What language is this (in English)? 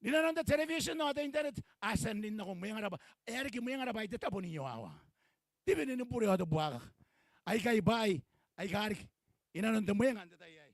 Gilbertese